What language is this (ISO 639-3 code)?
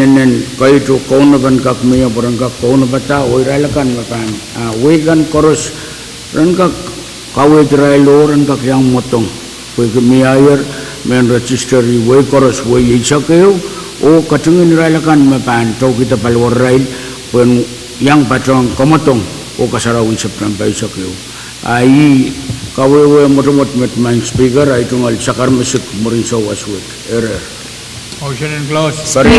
pon